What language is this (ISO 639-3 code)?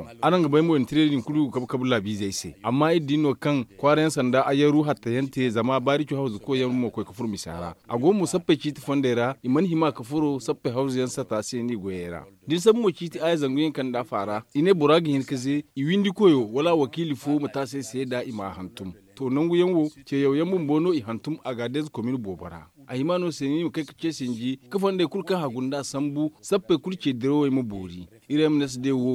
dje